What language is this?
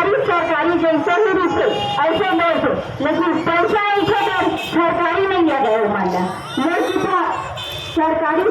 Chhattisgarhi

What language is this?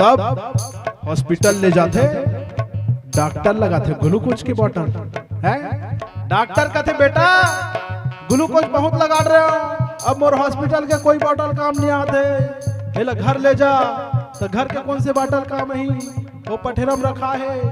Chhattisgarhi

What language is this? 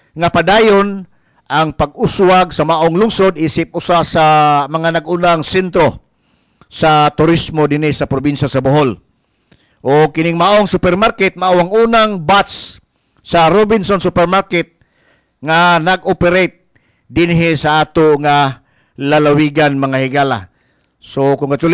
Cebuano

